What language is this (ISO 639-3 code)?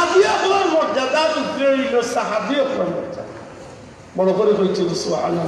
syl